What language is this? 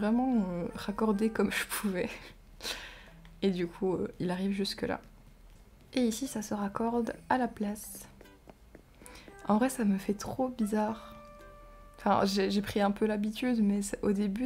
French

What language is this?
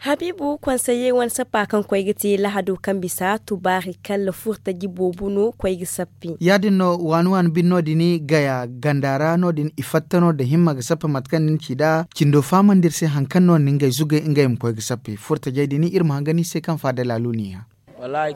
Zarma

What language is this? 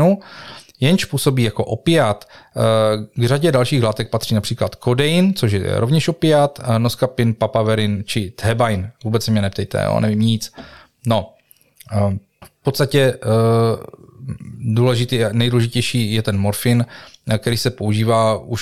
Czech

